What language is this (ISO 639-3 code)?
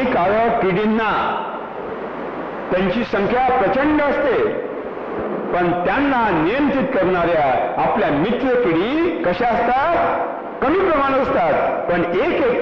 mar